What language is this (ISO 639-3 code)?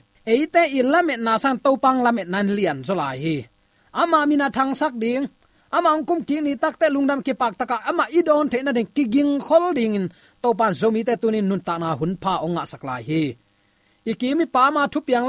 ctd